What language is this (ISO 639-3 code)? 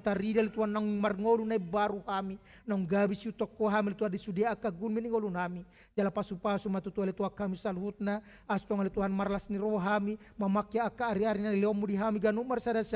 bbc